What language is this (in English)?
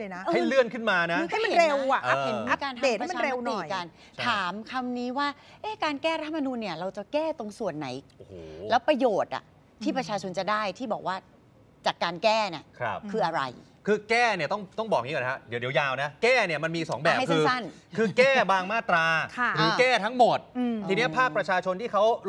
Thai